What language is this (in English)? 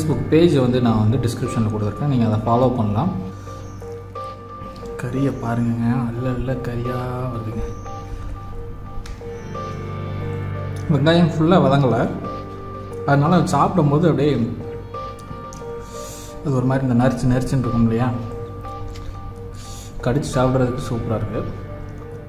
Tamil